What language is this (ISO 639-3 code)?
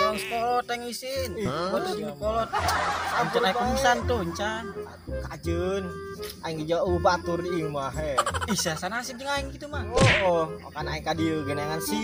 sun